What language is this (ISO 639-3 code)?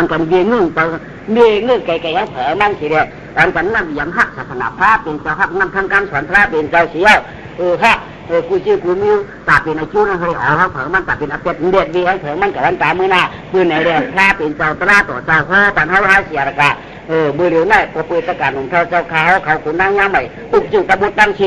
shn